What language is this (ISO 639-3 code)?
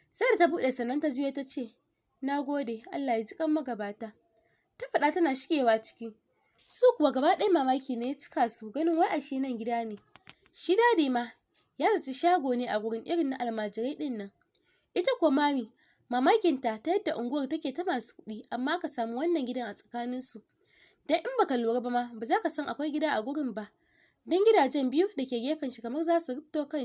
hau